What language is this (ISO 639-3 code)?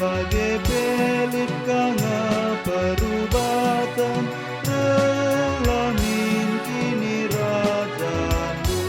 btx